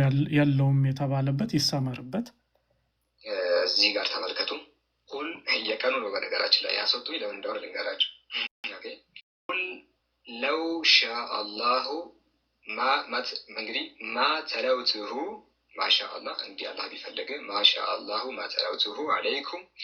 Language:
Amharic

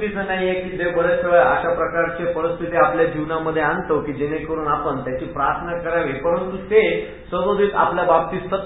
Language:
Marathi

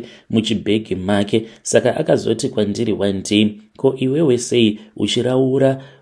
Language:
Shona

